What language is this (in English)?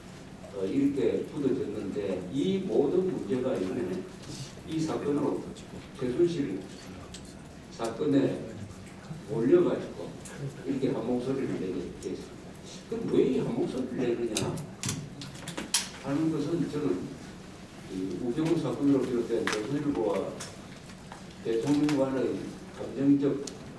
Korean